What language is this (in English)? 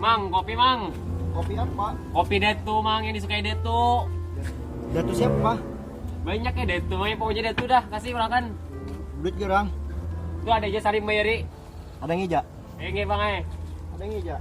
Banjar